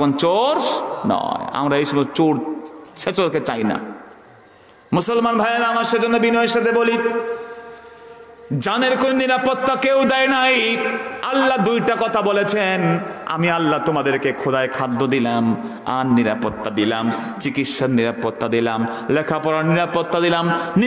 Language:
Bangla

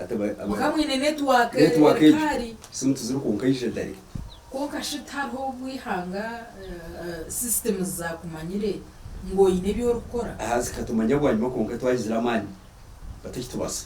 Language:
Nyankole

